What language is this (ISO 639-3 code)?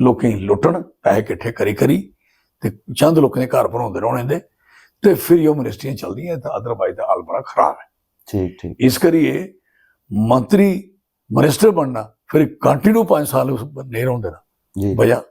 doi